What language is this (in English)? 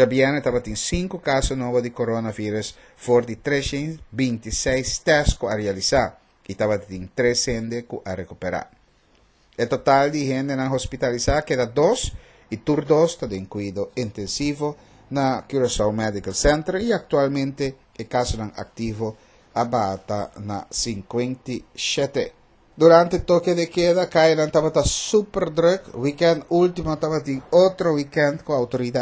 Papiamento